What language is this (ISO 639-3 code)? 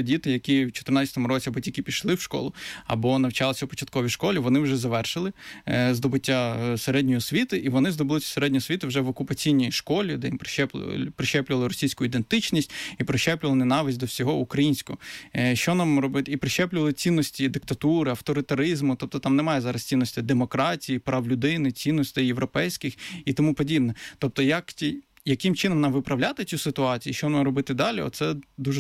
ukr